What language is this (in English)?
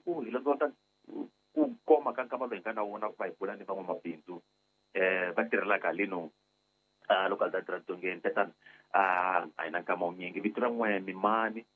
Tsonga